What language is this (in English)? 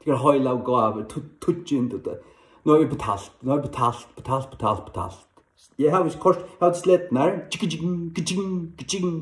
Faroese